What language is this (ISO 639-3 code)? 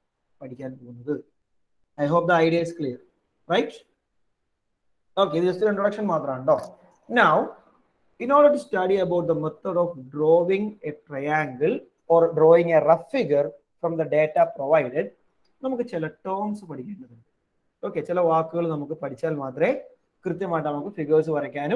mal